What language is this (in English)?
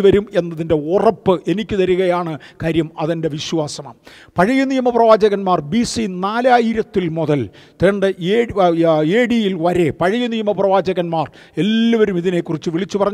Malayalam